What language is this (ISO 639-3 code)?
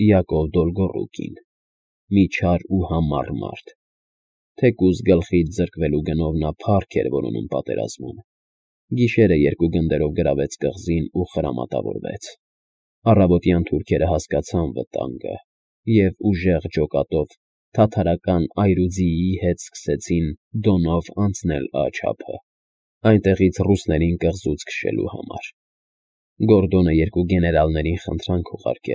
hye